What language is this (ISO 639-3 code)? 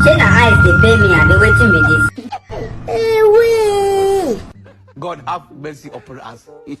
pcm